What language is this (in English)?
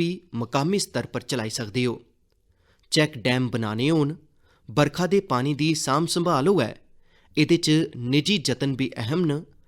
Dogri